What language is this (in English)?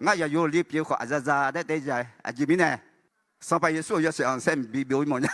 Akha